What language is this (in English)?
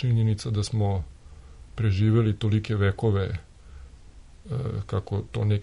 Serbian